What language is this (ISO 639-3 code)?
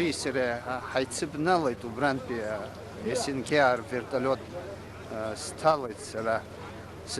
abk